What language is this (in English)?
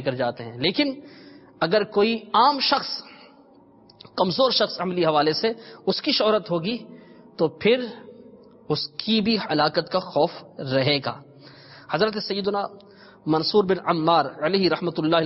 Urdu